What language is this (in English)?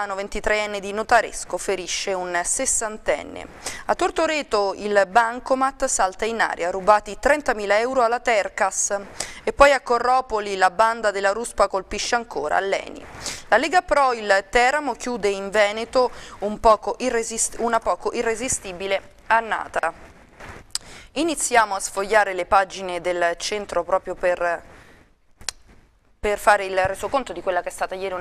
Italian